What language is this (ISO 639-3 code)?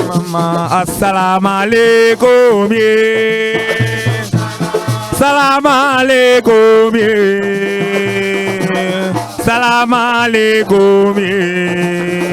ful